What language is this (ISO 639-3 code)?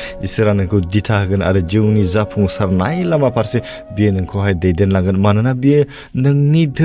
brx